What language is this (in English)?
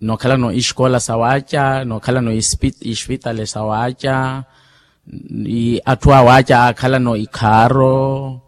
Makhuwa